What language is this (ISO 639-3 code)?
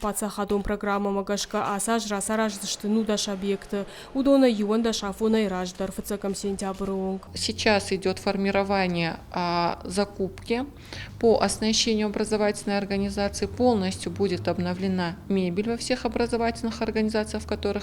oss